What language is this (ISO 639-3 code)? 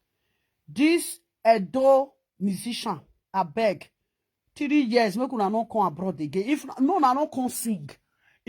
pcm